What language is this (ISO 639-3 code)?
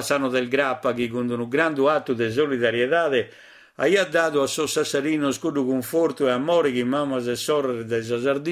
srd